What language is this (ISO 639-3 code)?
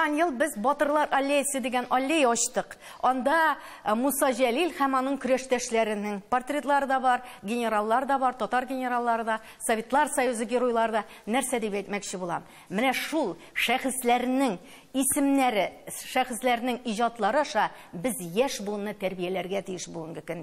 tat